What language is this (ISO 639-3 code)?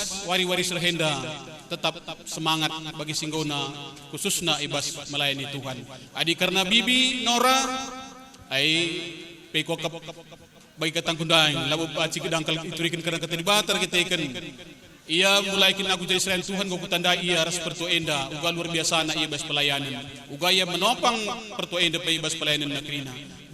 btx